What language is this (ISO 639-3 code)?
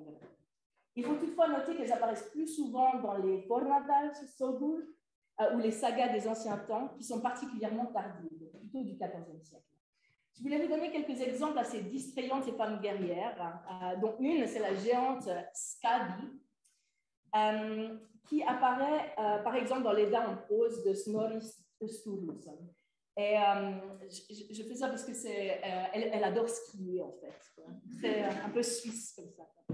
fra